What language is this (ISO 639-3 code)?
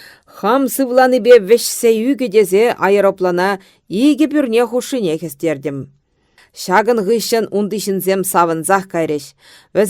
chv